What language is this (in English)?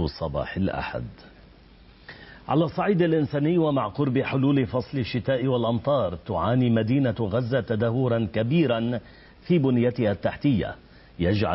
Arabic